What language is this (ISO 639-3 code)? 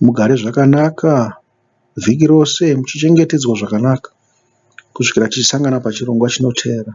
sna